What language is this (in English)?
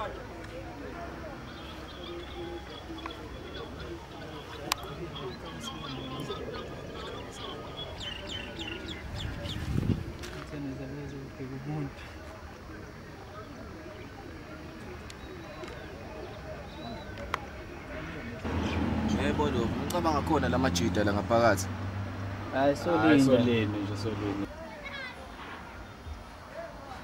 Zulu